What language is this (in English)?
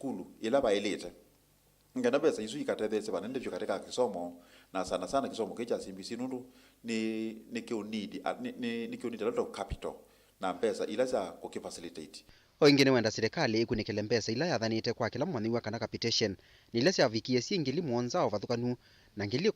Kamba